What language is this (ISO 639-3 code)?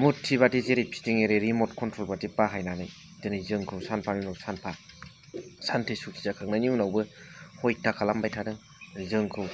brx